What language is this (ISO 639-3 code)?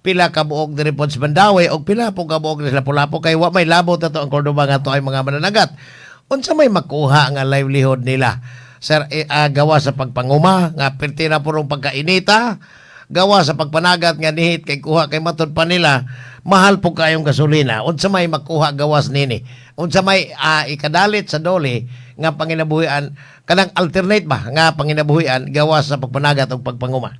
ceb